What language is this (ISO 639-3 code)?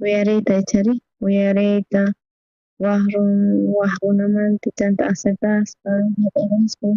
quh